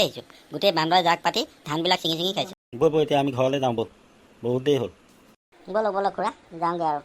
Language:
Assamese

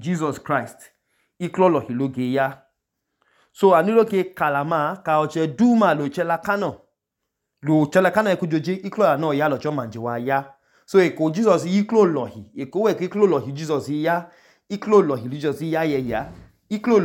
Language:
Idoma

